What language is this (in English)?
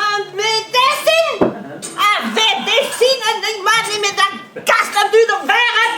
Breton